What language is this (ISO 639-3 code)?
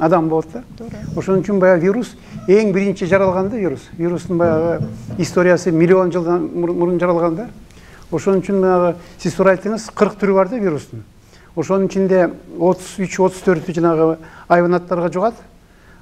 kir